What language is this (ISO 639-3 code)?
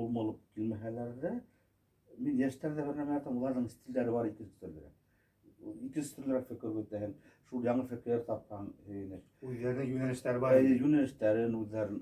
bak